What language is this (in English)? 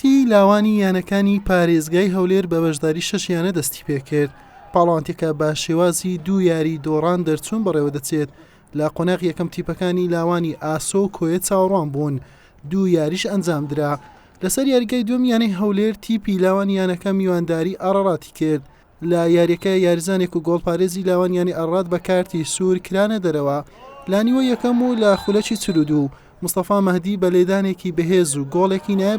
Central Kurdish